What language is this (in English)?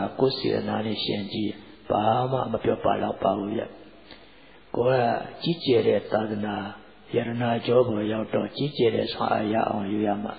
Burmese